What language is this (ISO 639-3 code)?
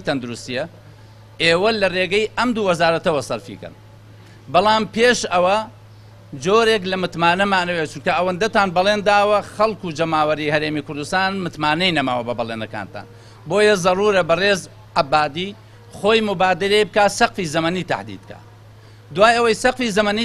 ckb